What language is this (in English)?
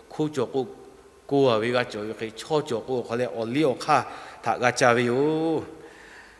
Lahu